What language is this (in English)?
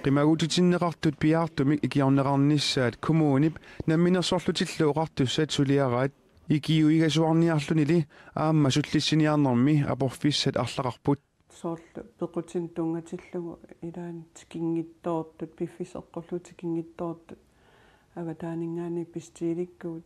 Kalaallisut